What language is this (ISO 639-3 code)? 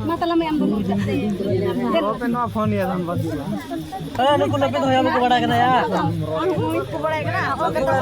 sat